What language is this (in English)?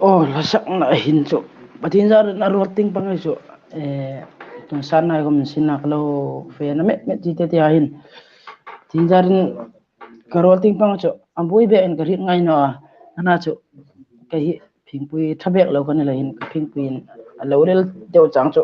Hmar